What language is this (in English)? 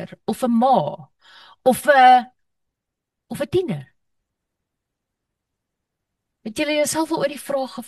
Afrikaans